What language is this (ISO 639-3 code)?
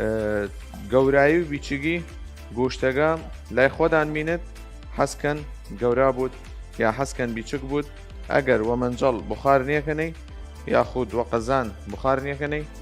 sdh